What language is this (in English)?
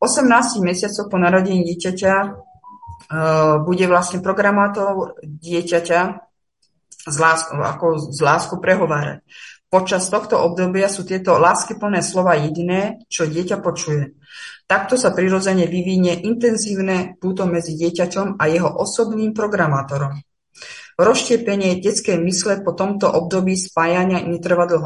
Slovak